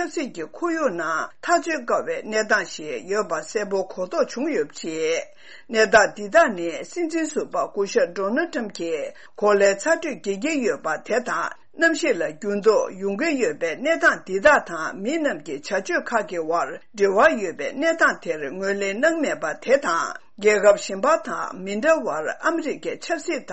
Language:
Tibetan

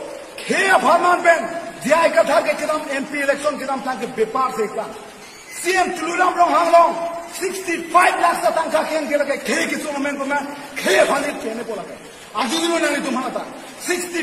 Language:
Karbi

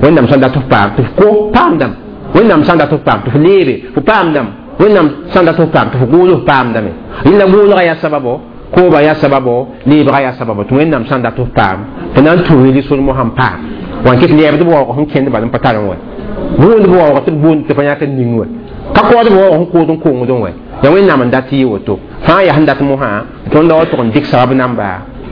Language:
Mossi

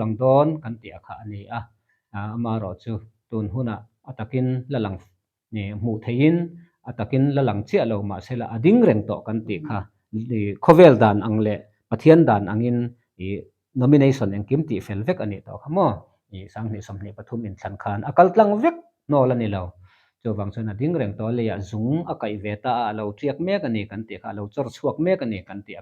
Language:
Mizo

